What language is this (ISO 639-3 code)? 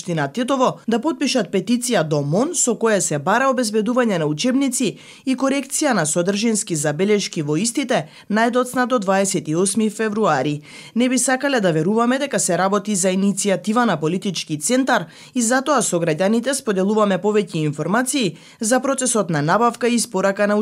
mkd